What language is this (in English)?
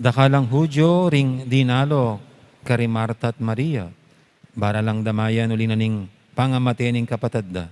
Pampanga